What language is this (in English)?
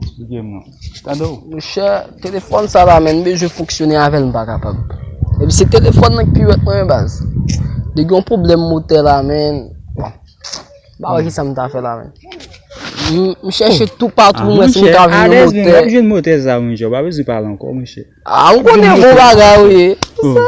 Haitian Creole